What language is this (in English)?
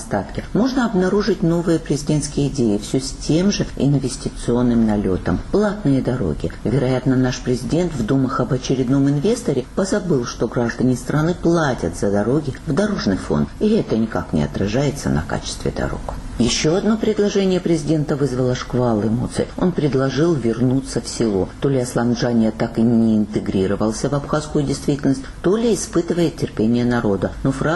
Russian